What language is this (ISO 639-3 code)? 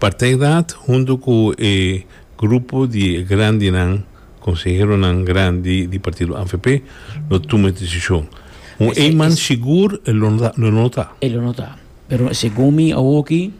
pap